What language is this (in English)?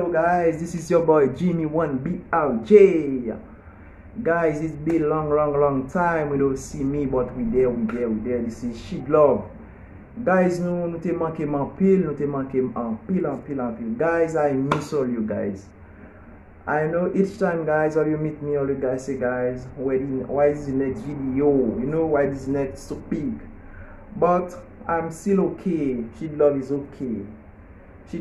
Haitian Creole